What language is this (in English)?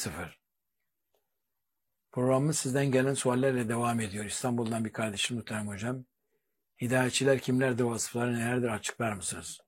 Turkish